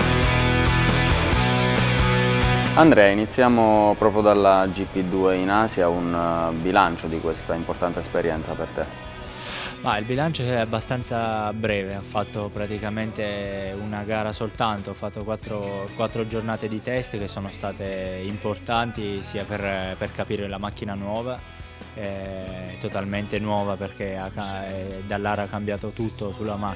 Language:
Italian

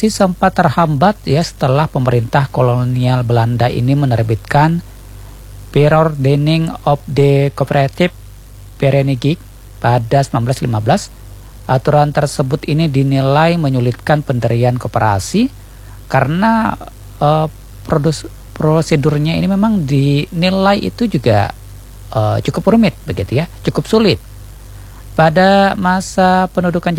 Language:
Indonesian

